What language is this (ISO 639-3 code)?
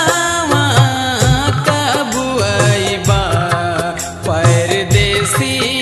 bho